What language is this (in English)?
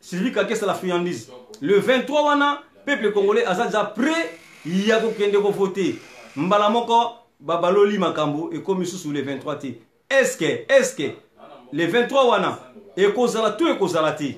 Lingala